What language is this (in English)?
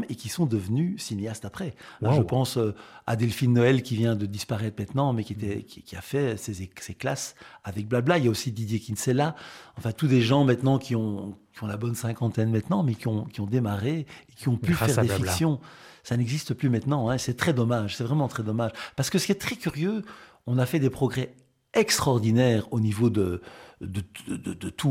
French